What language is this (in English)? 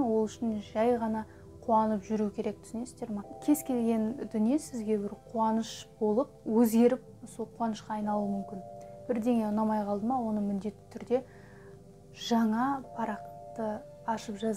Kazakh